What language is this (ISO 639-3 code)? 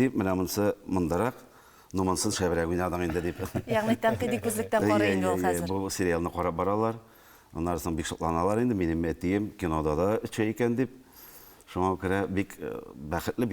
tat